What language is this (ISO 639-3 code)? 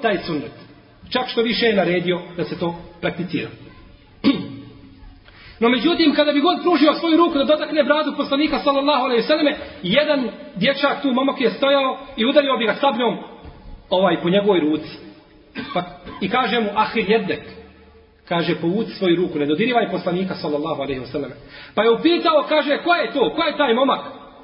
bos